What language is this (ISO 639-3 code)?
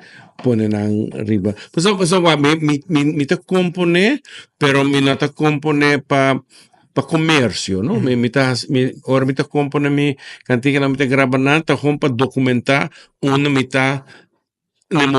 pap